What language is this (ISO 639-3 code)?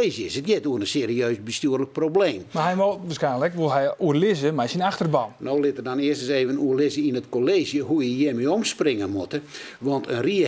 fry